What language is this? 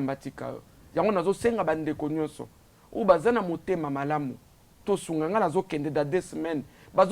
Lingala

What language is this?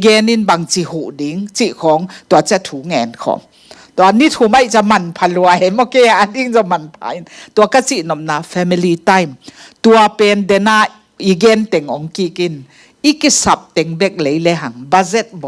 Tedim Chin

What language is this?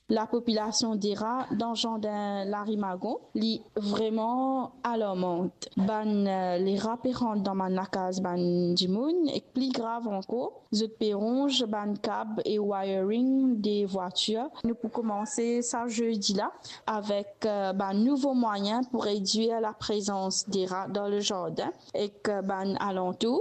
Morisyen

